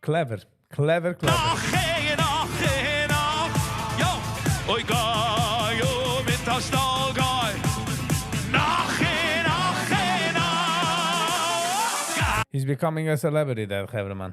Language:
Yiddish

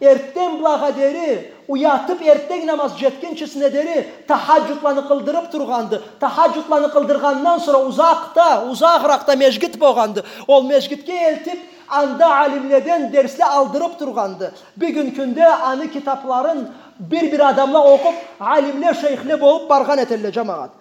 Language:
Karachay-Balkar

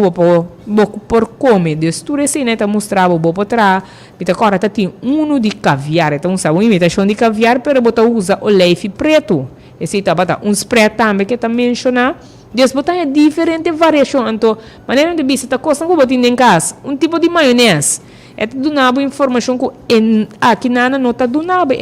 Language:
Papiamento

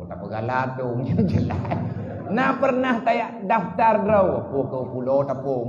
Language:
Achinese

